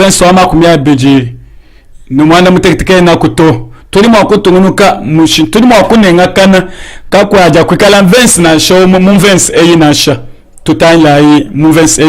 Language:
Luba-Lulua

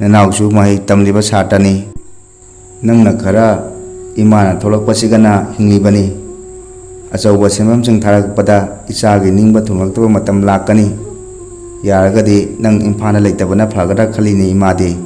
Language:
Manipuri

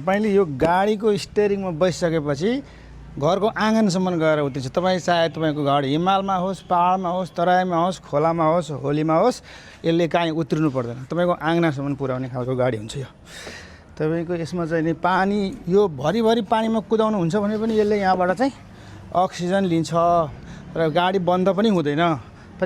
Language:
Nepali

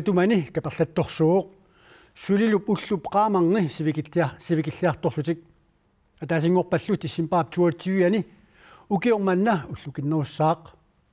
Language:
Kalaallisut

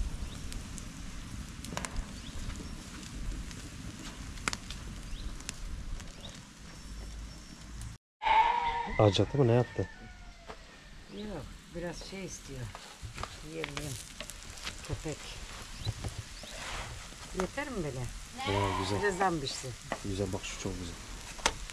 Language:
Turkish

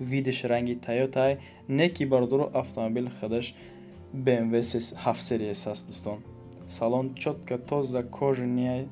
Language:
Tajik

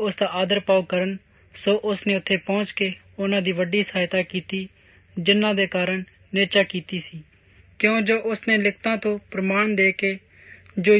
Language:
Punjabi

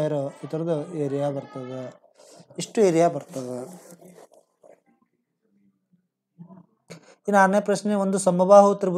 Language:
Kannada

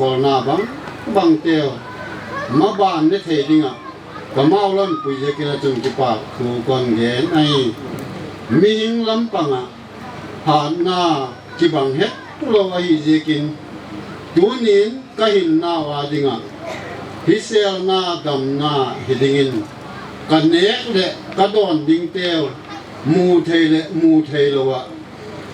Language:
Paite Chin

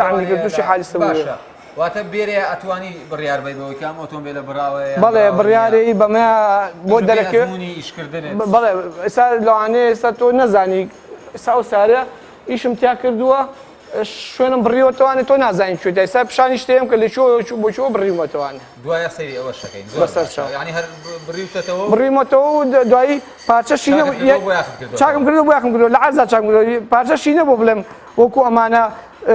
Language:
Central Kurdish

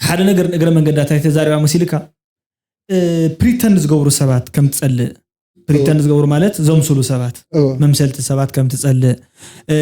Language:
Tigrinya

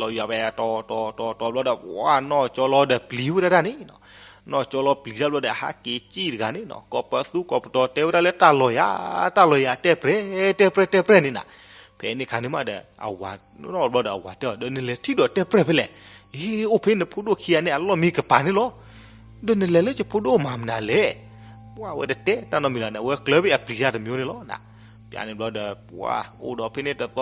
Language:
S'gaw Karen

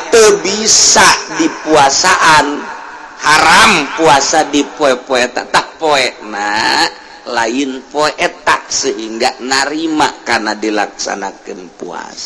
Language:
Sundanese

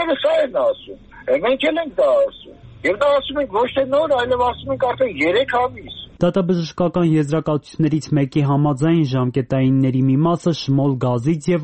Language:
Armenian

